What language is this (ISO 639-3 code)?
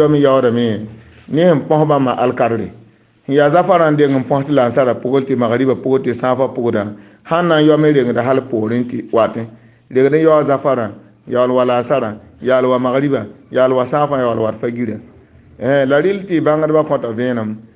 mos